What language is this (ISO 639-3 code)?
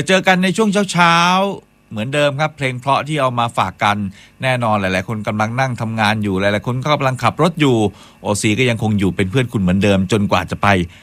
tha